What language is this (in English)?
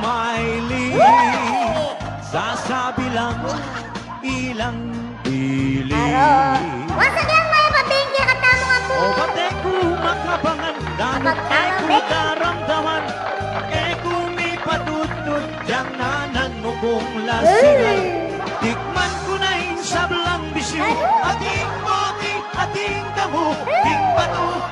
Pampanga